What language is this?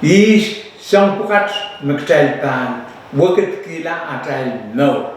Pohnpeian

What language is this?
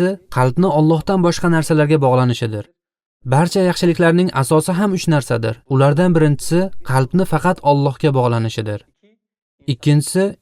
Uzbek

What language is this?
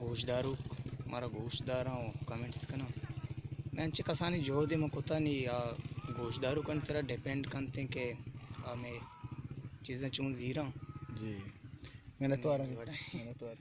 Baluchi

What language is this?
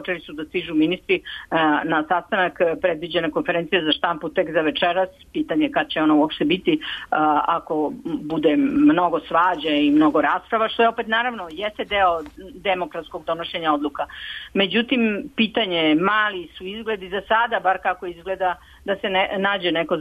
Serbian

